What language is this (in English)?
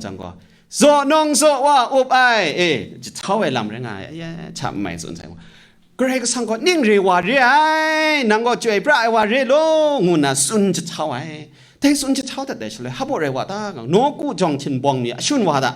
Kachin